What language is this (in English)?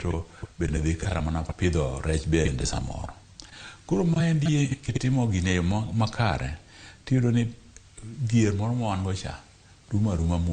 Luo (Kenya and Tanzania)